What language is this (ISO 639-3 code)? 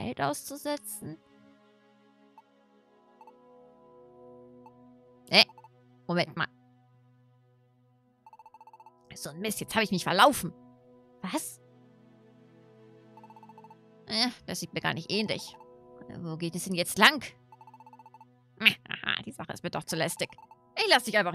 deu